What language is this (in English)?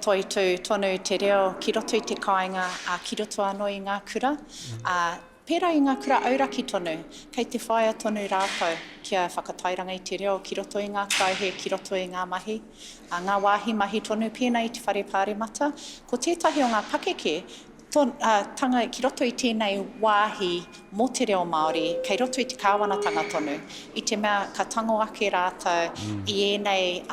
Māori